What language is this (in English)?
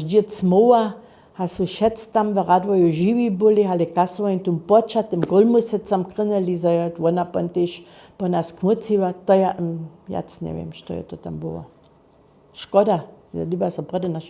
Upper Sorbian